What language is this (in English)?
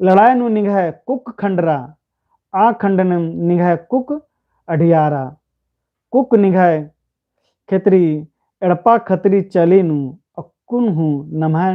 Kurukh